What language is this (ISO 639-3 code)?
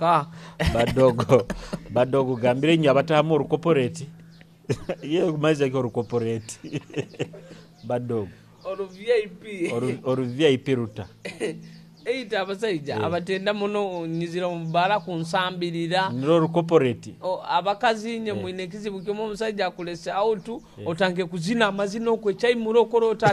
nyo